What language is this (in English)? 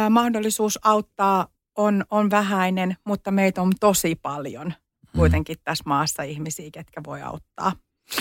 Finnish